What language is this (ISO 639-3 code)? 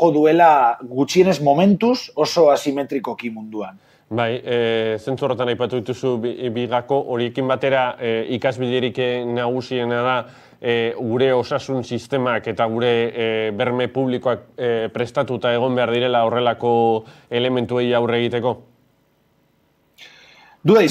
eus